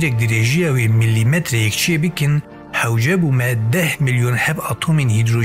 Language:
Kurdish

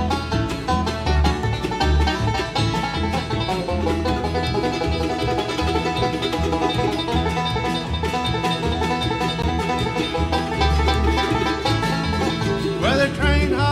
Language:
English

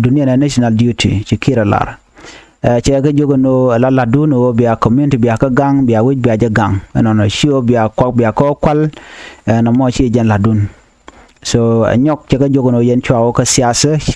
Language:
Nuer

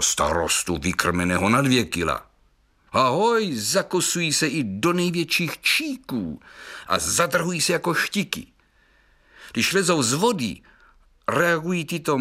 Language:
Czech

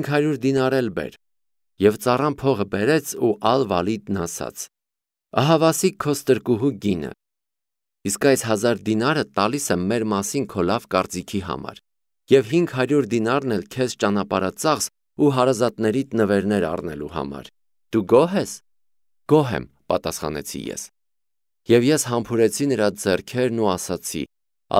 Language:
Armenian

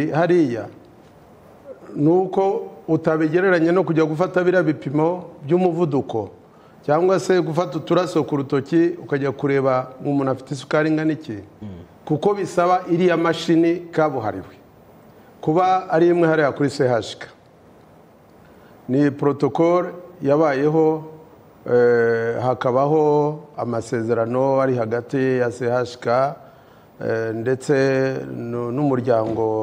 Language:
Kinyarwanda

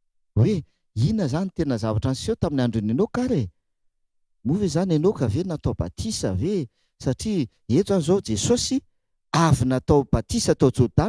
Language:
Malagasy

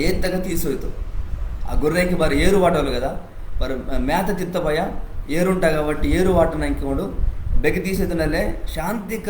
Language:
Koya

